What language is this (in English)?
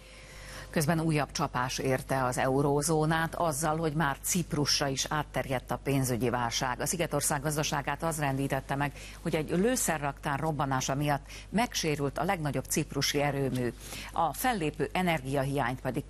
Hungarian